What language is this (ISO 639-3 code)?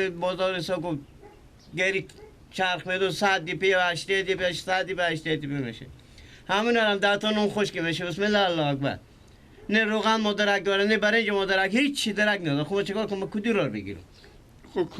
fas